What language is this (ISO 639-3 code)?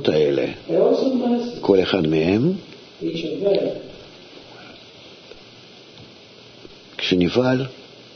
heb